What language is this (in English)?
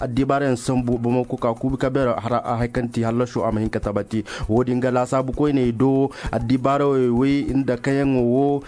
Koyraboro Senni